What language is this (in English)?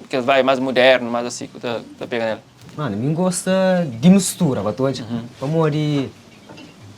Kabuverdianu